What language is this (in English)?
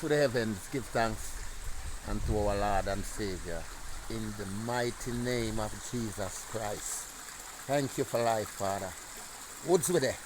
Jamaican Creole English